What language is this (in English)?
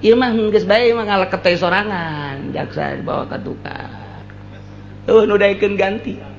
Sundanese